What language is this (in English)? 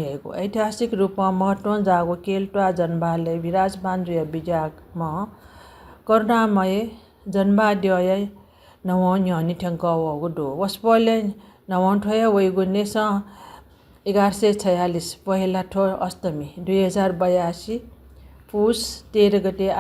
Newari